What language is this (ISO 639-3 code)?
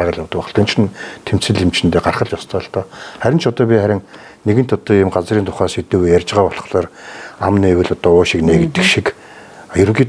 mon